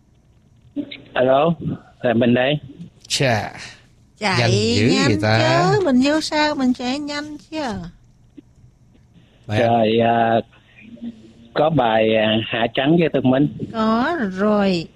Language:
Vietnamese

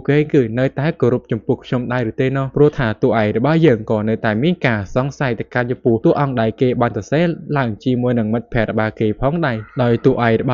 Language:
Khmer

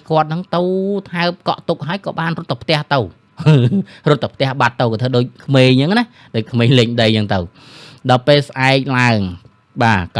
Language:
Khmer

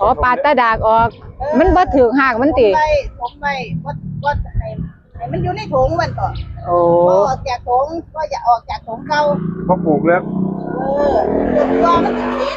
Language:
Northeastern Thai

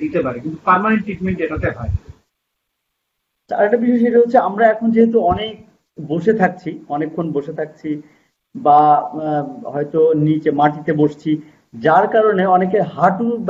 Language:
Bangla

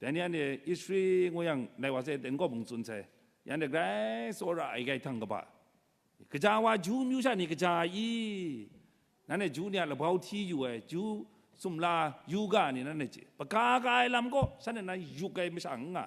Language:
Kachin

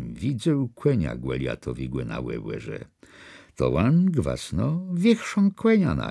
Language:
Kashubian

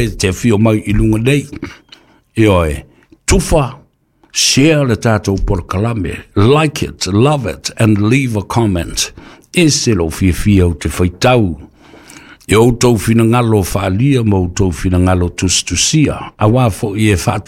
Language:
Samoan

